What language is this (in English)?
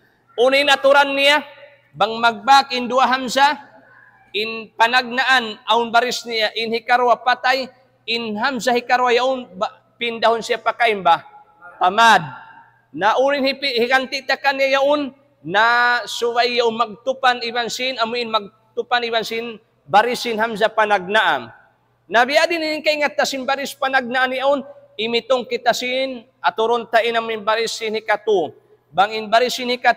Tausug